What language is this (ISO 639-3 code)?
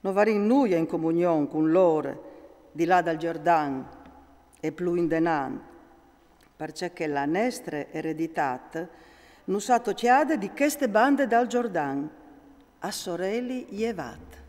fur